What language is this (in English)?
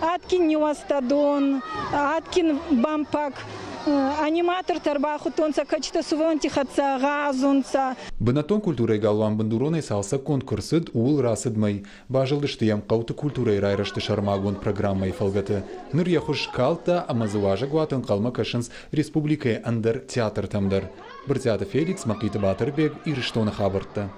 Ossetic